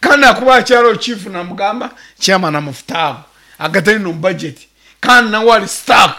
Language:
Nyankole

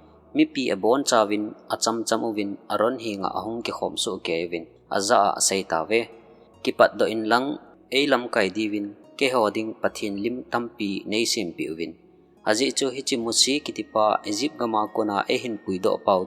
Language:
Thado Chin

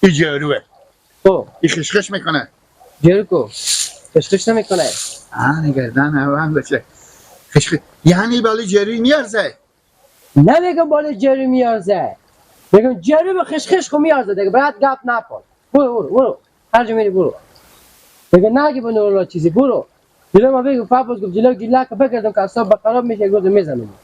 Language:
Persian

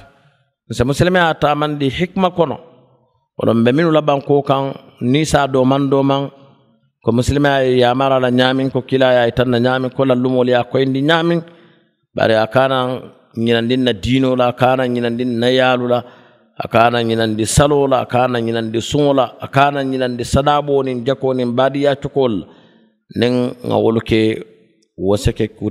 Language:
Mandingo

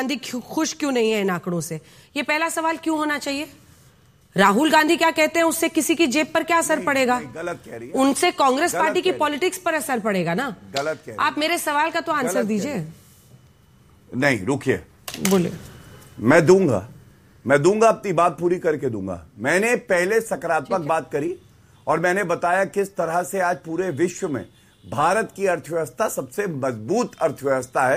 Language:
Hindi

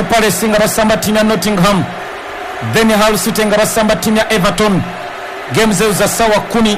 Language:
Ganda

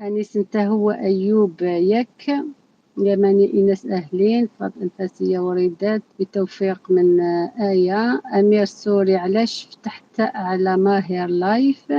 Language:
Algerian Arabic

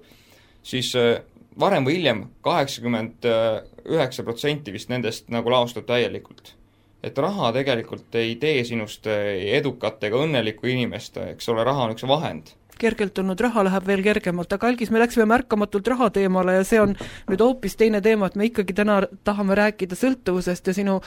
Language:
Estonian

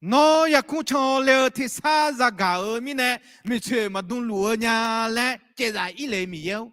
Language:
Akha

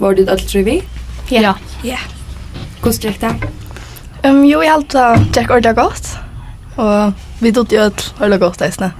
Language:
Faroese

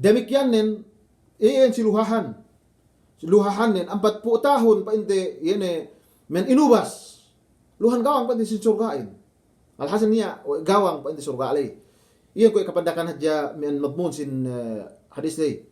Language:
Yakan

